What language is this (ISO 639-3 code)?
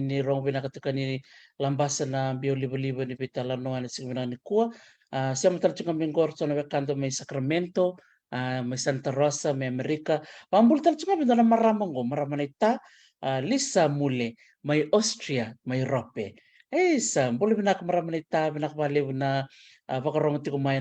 fij